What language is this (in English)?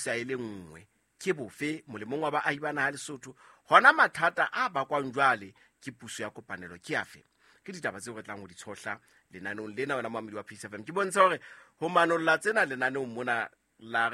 Southern Sotho